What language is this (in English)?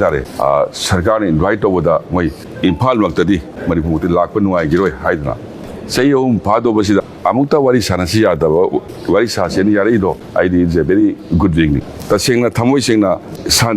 Manipuri